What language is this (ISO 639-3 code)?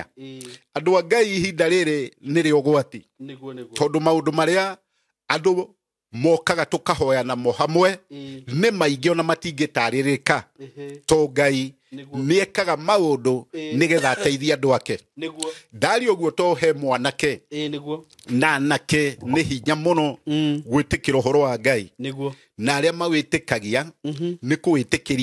kik